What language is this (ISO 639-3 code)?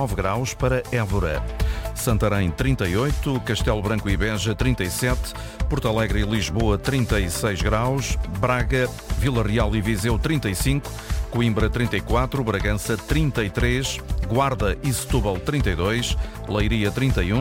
por